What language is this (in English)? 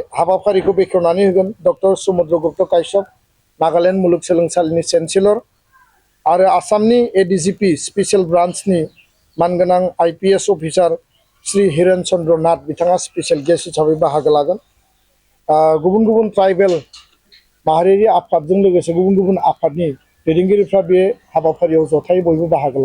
Bodo